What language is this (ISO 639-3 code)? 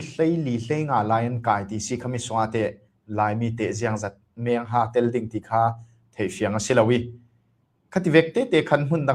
cfm